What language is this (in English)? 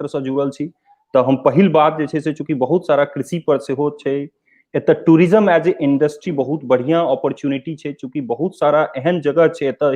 Maithili